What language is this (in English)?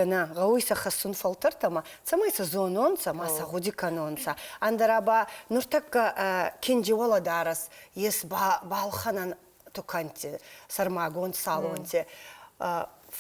Ossetic